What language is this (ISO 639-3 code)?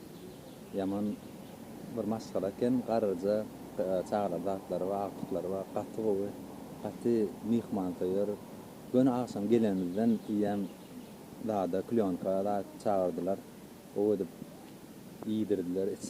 tuk